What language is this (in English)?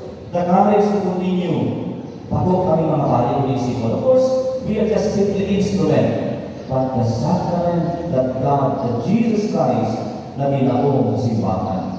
Bikol